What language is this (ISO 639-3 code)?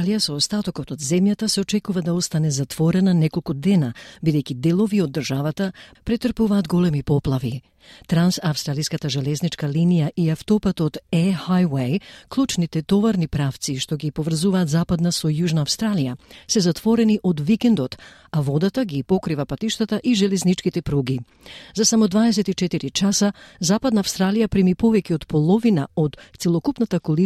mkd